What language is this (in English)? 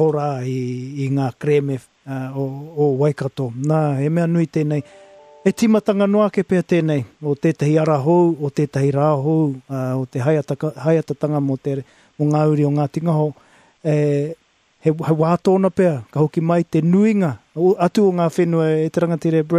Māori